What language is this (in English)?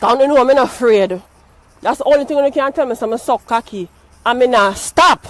Jamaican Creole English